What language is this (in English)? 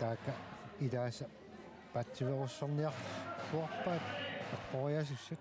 Kalaallisut